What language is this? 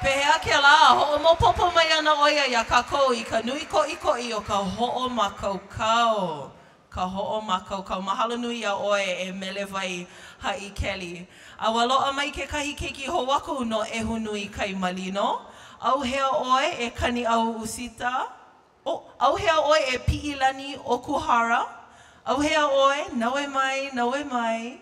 Hawaiian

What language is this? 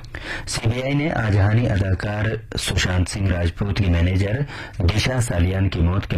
Urdu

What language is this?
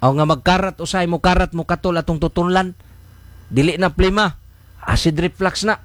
Cebuano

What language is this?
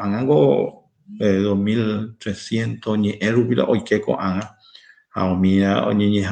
Guarani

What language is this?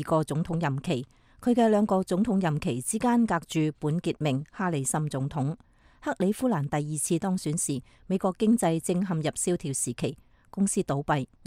Cantonese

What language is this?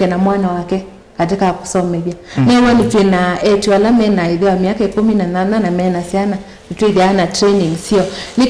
Kamba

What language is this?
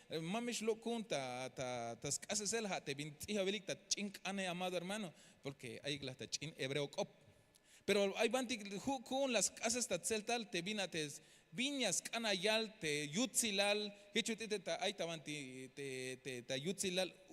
Tzeltal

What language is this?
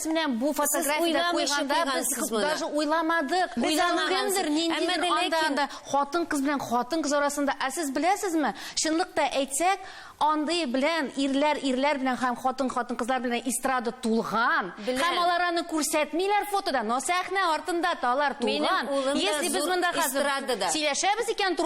Tatar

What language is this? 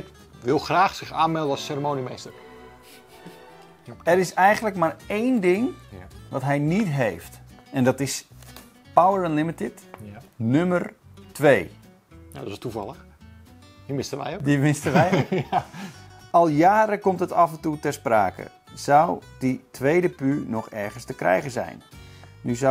Dutch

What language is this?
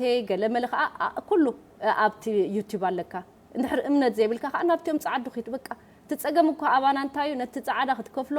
Tigrinya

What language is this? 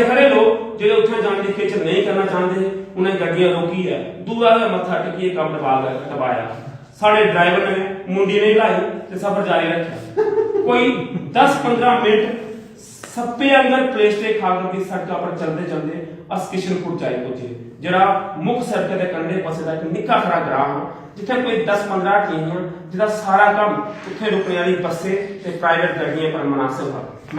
Dogri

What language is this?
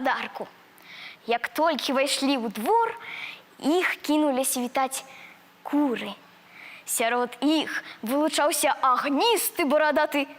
Belarusian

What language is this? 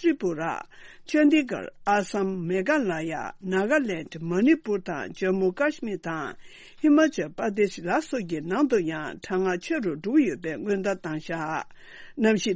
Tibetan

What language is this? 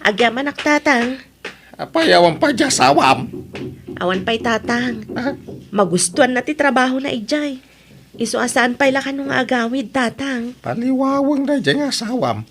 Iloko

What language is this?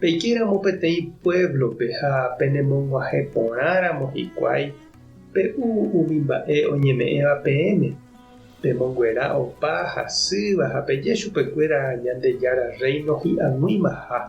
Guarani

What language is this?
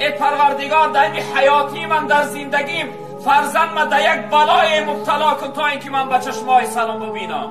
Tajik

